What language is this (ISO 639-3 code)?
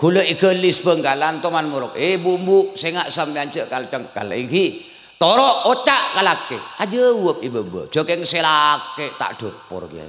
mad